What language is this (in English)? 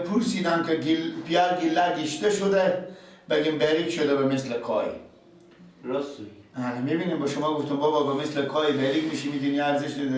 Persian